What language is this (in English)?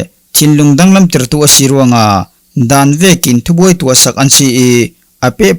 Falam Chin